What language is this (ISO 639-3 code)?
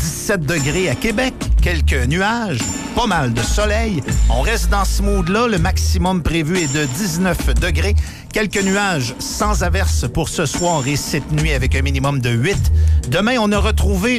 fra